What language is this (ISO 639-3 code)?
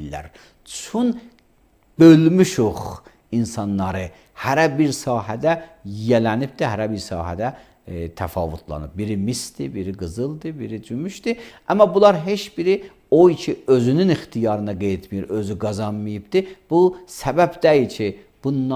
aze